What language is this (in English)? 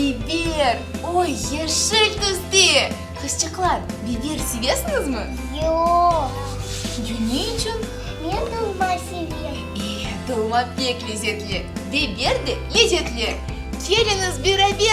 Crimean Tatar